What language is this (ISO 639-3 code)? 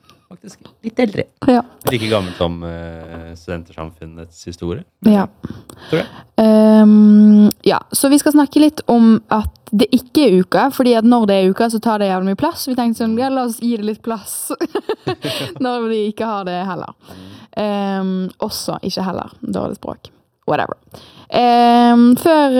nor